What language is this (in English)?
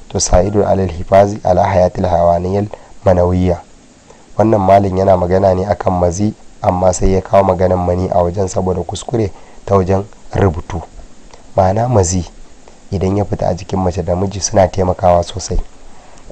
Hausa